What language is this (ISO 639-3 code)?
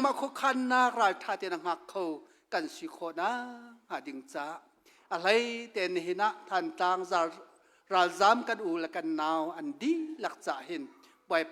cnh